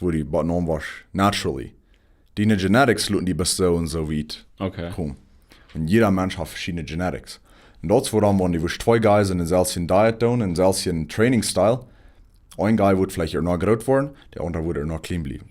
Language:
Plautdietsch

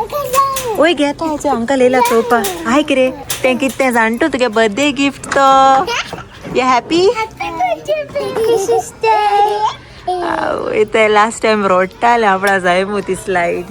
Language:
Konkani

